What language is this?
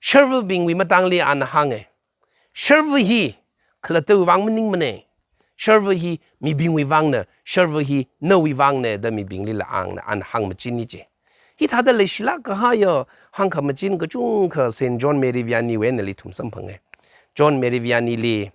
Tangkhul Naga (India)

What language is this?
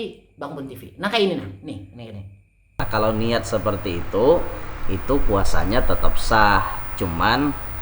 Banjar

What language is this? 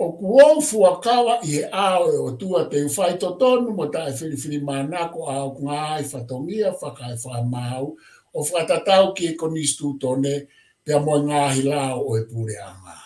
Tongan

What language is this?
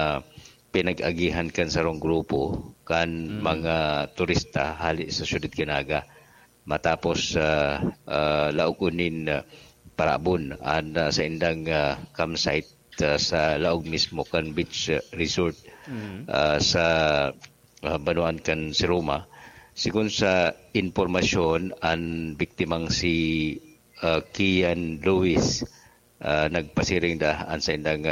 Bikol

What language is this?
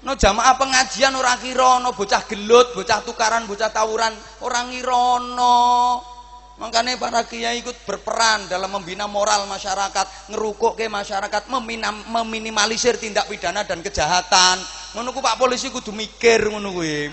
Javanese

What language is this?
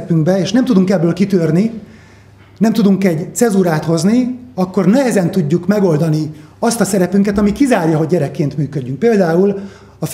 Hungarian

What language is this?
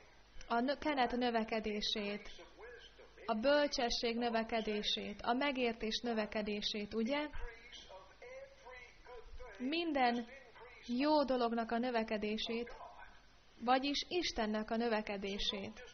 Hungarian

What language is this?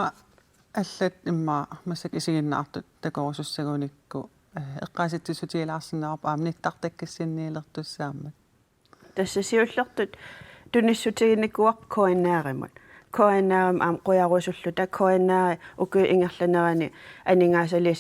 Kalaallisut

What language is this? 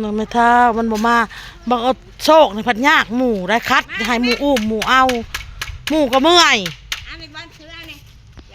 Northeastern Thai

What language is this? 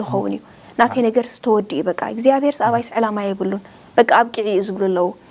Tigrinya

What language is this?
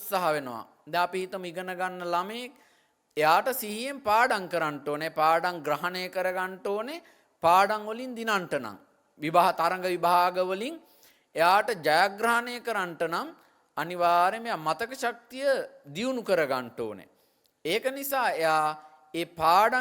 Sinhala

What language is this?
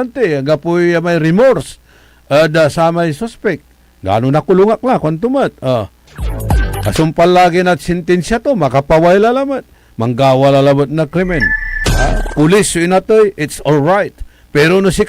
Pangasinan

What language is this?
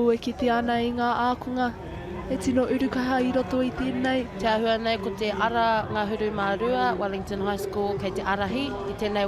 Māori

